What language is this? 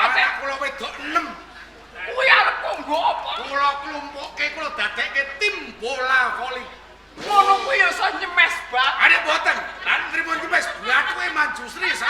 Javanese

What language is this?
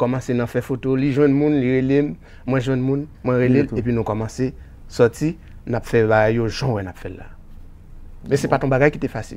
Haitian Creole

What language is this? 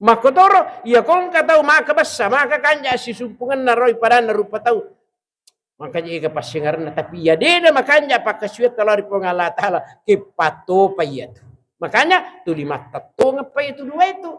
Buginese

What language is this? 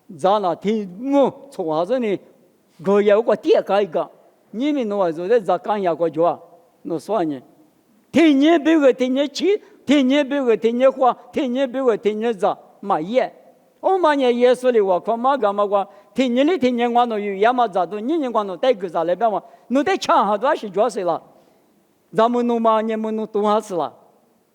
Lisu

